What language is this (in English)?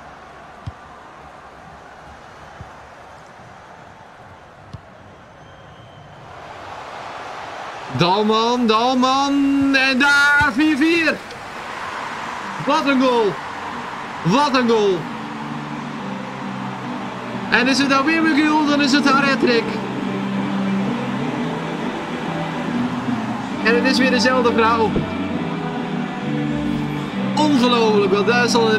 Dutch